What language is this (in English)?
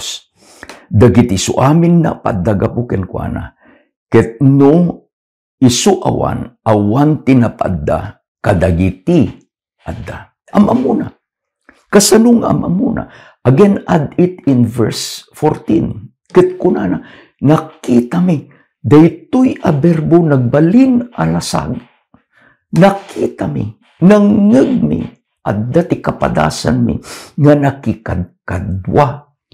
Iloko